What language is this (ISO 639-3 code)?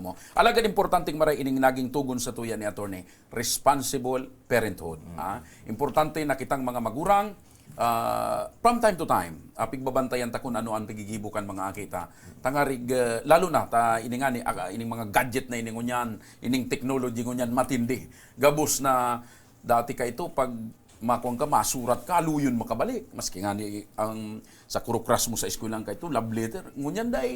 bik